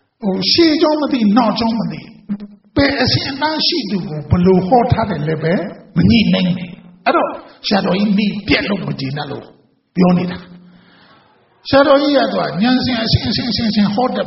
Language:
Burmese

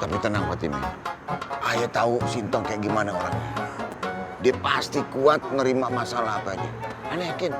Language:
Betawi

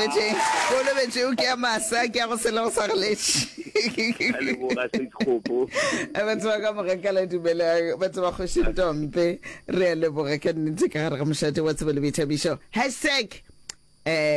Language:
Northern Sotho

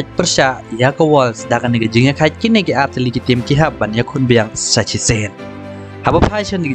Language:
Khasi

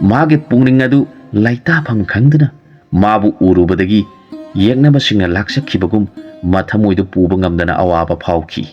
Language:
Manipuri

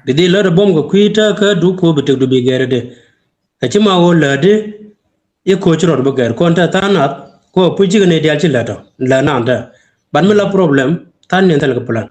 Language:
Nuer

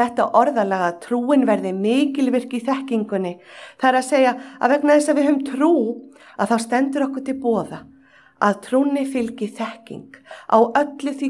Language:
Icelandic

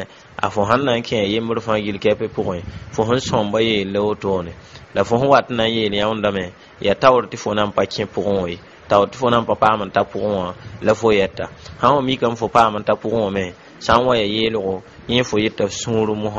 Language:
Mossi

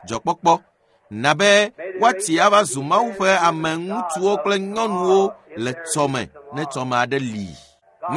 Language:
Ewe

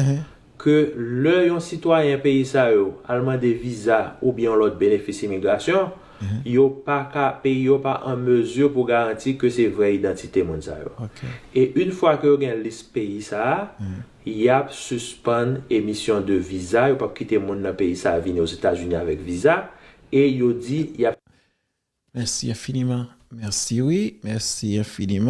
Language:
Haitian Creole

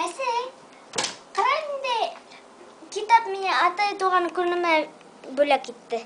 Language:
Bashkir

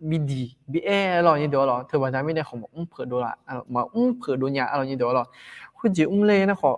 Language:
Akha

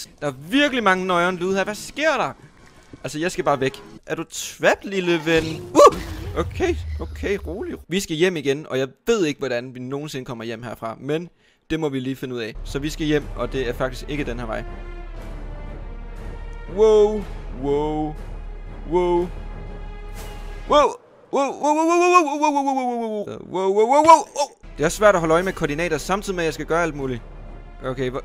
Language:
Danish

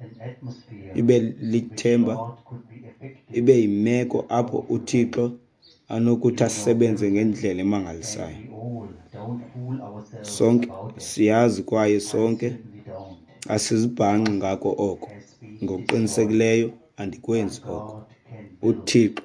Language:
Xhosa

